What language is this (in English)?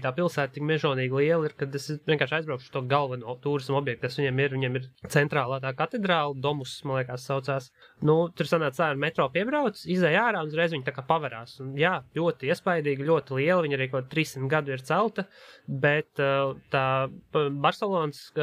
Latvian